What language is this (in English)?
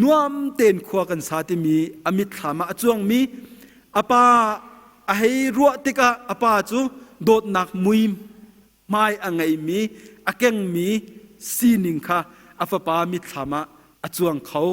Hakha Chin